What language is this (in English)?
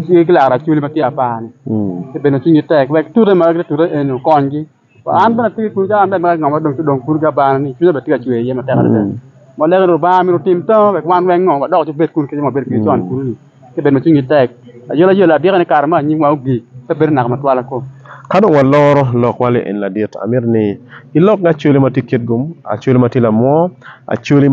Acoli